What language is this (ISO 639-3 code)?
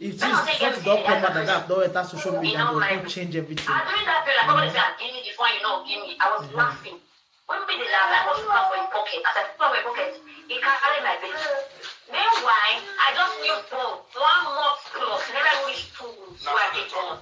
pcm